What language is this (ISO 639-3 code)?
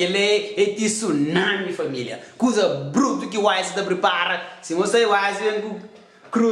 kea